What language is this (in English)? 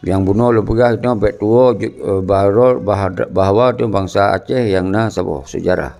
Achinese